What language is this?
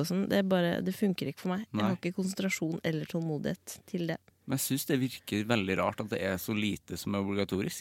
Norwegian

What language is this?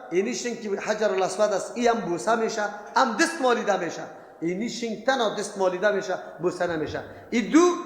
Persian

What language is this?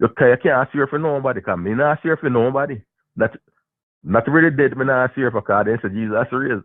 Jamaican Creole English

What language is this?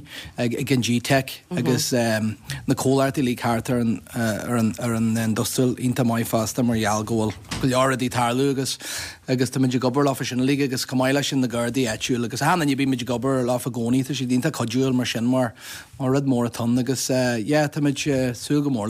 Irish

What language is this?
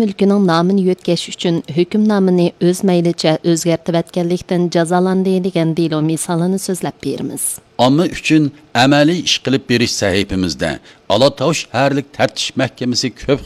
Uyghur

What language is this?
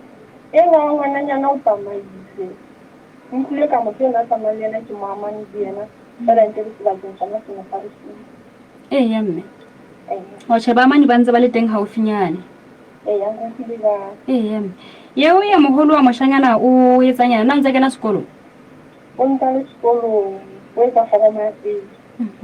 Southern Sotho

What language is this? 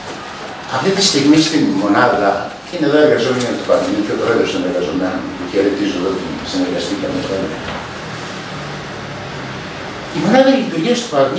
Greek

